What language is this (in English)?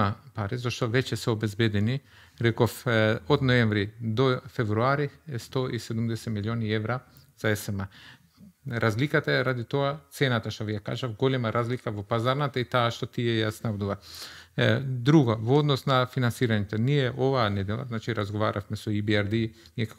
Macedonian